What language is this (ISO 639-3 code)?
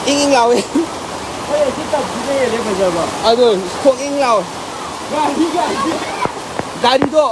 mni